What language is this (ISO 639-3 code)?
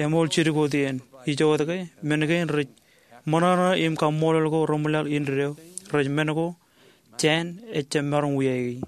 mah